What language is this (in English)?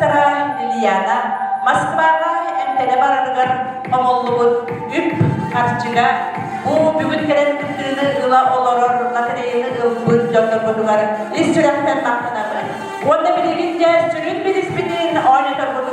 Yakut